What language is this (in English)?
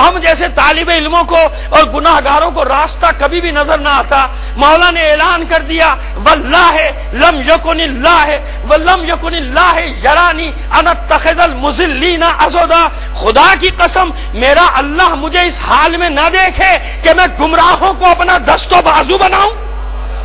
Urdu